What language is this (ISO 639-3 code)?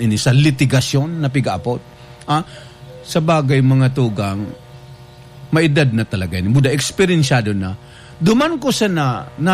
bik